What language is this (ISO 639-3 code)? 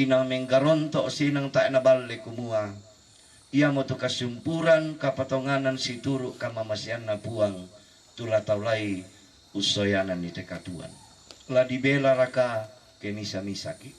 sda